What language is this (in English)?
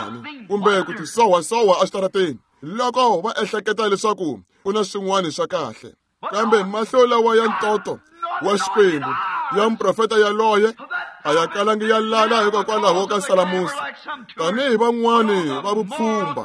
Tsonga